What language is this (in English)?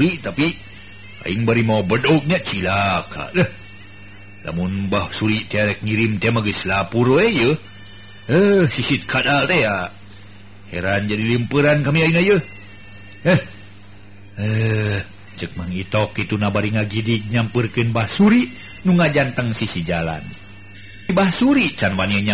Sundanese